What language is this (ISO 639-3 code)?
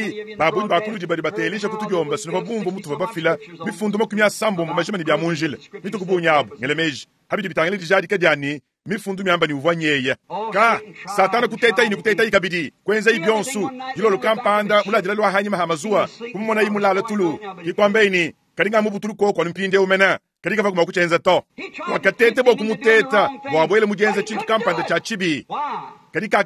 lua